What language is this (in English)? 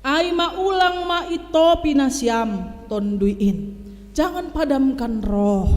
Batak Simalungun